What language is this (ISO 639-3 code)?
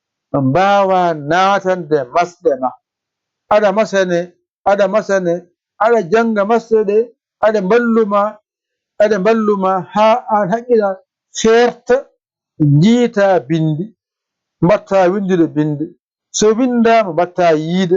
ful